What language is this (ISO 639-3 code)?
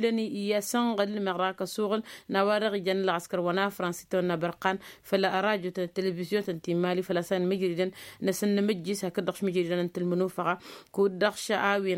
taq